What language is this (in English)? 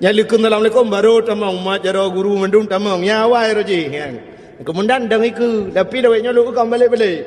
Achinese